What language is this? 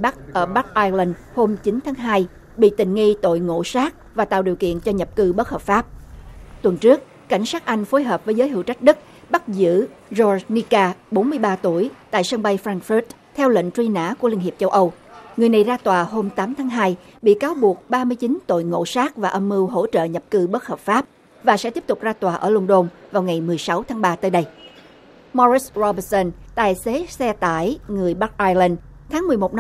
Vietnamese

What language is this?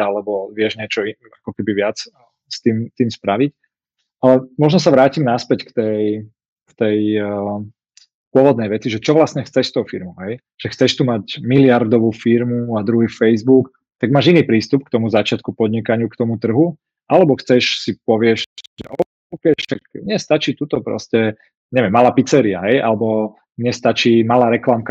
Slovak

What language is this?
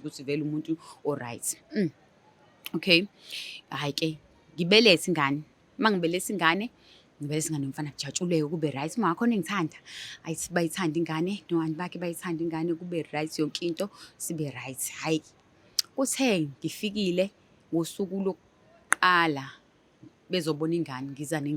Zulu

